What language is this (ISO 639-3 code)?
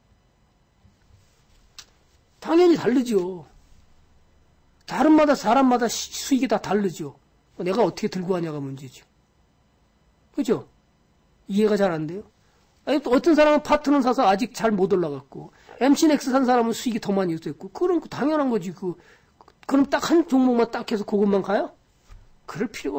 kor